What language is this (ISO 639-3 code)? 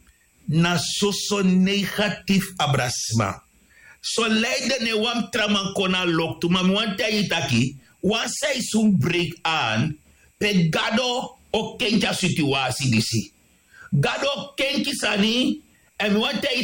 srn